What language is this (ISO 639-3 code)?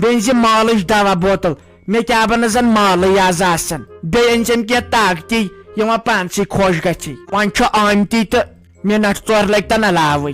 kas